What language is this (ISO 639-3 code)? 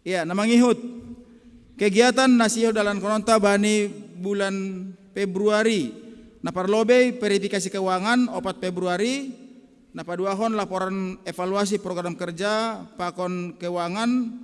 bts